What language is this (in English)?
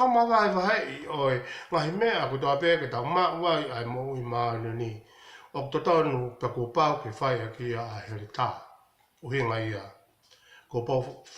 Tongan